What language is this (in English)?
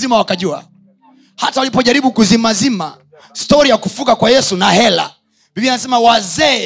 Swahili